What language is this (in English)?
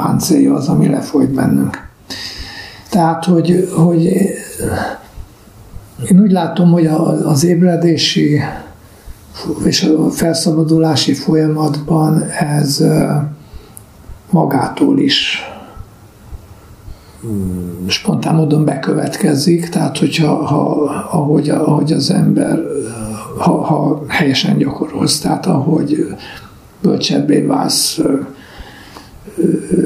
Hungarian